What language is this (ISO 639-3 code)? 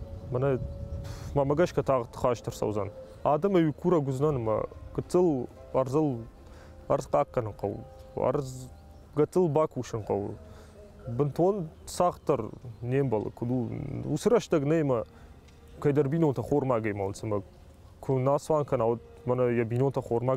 oss